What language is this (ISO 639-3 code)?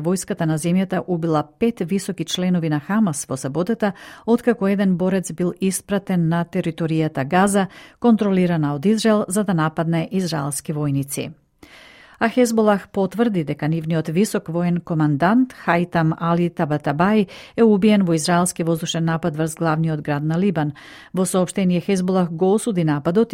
mkd